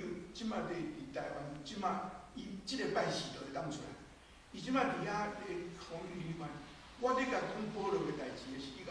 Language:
Min Nan Chinese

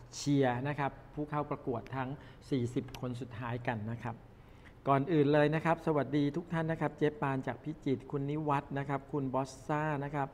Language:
Thai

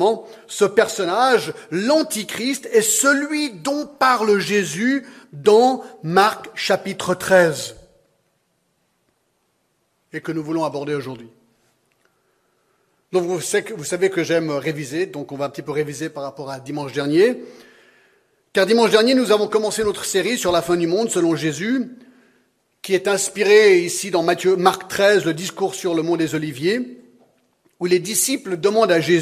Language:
French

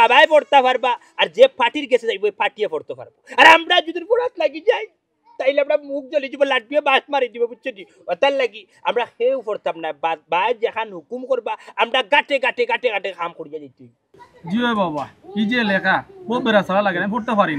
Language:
Sylheti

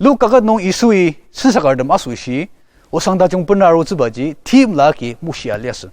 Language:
Ao Naga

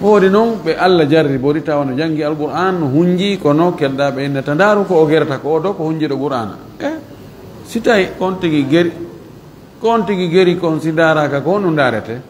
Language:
Fula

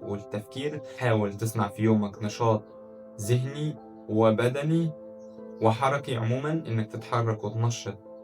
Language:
Egyptian Arabic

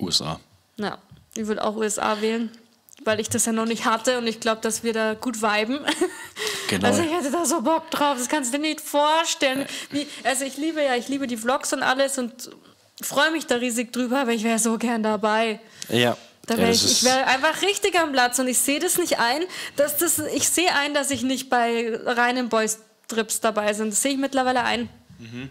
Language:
Bavarian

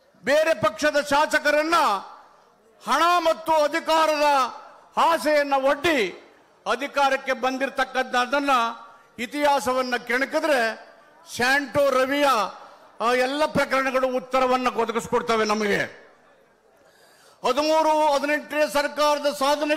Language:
Kannada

